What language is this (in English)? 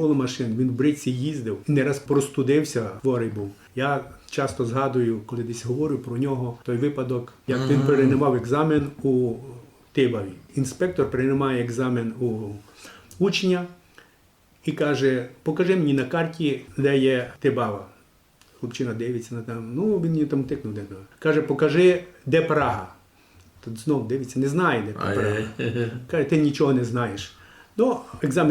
Rusyn